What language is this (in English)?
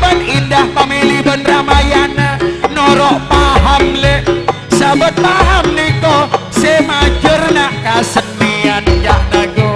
Madurese